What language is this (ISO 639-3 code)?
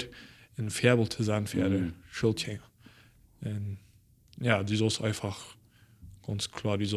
pdt